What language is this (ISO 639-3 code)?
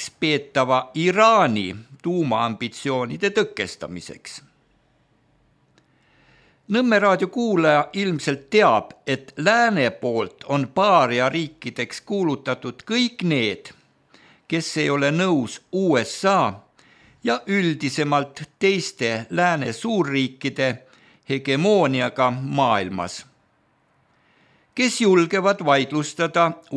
est